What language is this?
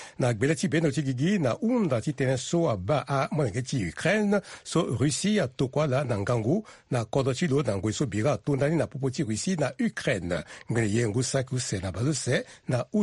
Sango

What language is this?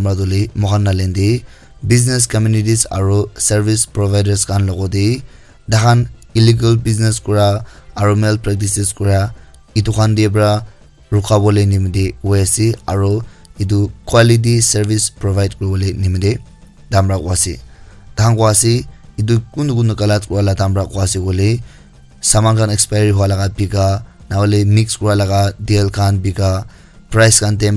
Naga Pidgin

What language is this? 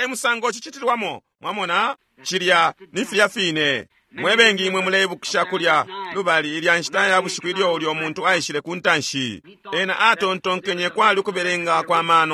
Bemba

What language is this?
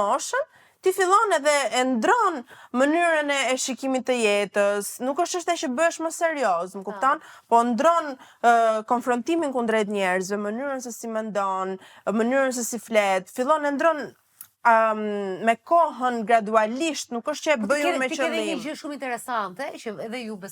Albanian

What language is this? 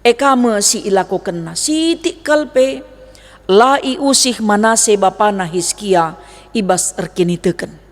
Batak Karo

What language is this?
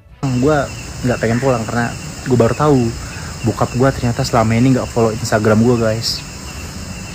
Indonesian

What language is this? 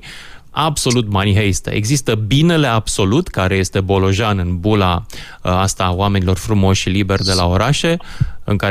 Romanian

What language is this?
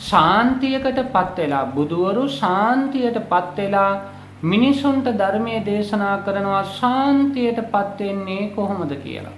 Sinhala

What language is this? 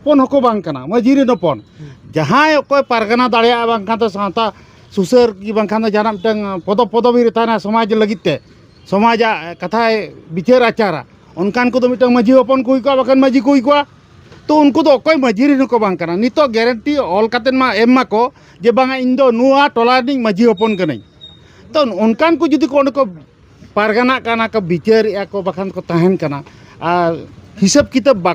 Santali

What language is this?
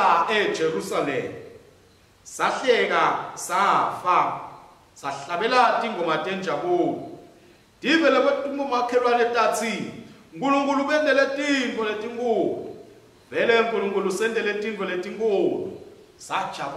Swati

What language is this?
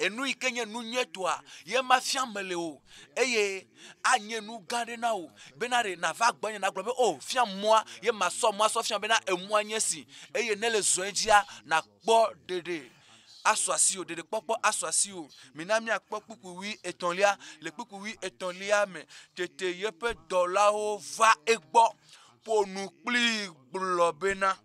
Ewe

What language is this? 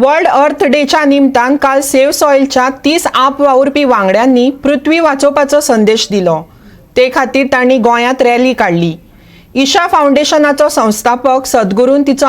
Konkani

